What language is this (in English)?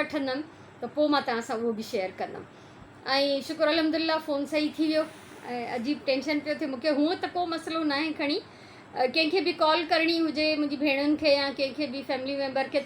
Sindhi